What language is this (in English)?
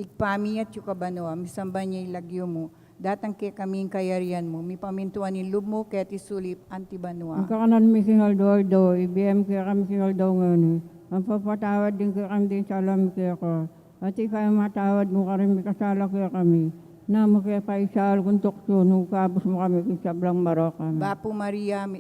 Pampanga